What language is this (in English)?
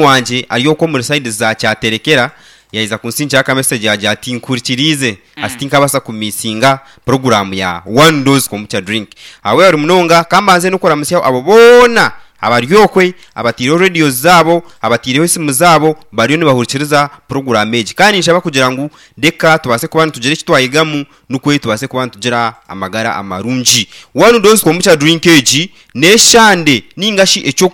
Nyankole